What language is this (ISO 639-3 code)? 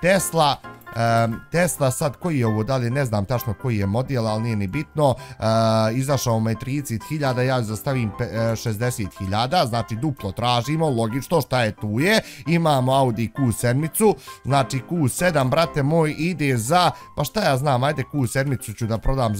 bos